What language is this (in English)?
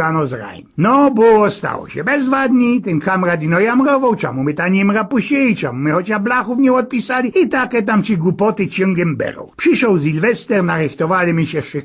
Silesian